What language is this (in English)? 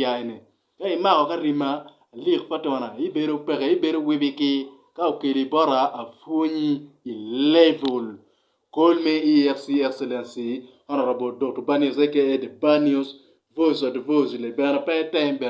Acoli